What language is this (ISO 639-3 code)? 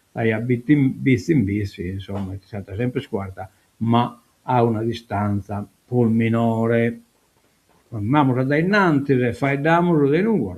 srd